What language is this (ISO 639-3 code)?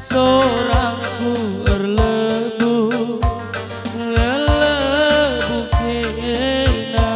btx